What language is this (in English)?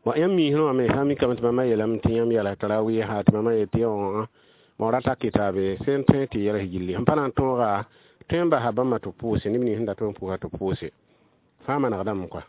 Mossi